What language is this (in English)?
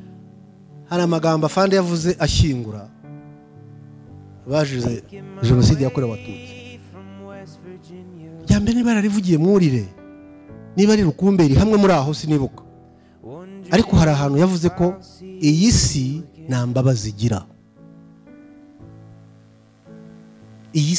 Kinyarwanda